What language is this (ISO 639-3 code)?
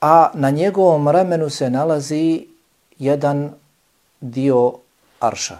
bos